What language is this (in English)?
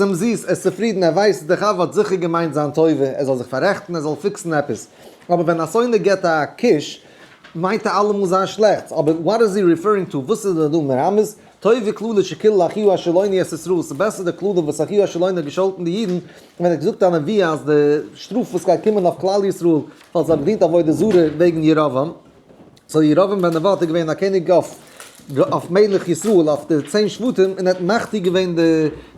Yiddish